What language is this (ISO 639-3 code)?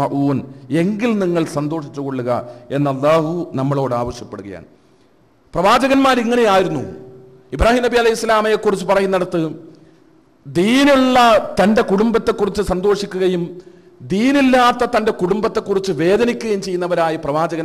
mal